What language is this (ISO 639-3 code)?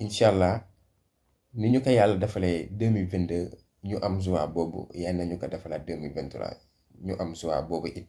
wol